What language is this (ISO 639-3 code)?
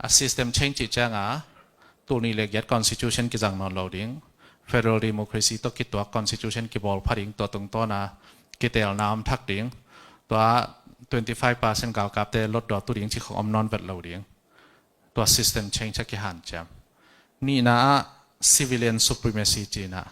ctd